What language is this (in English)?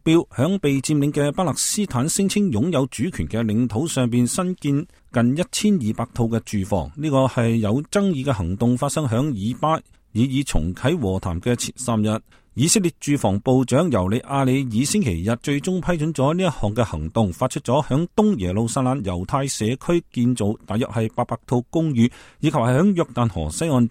Cantonese